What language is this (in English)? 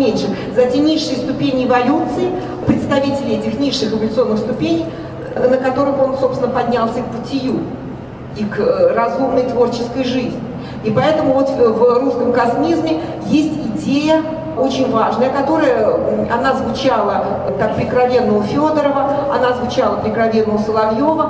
Russian